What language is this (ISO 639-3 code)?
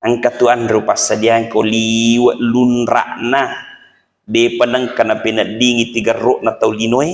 bug